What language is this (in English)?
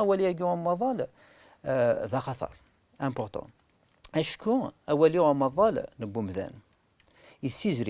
Kabyle